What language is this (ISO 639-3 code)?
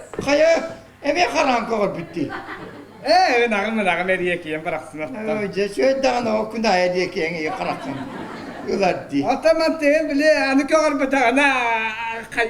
sah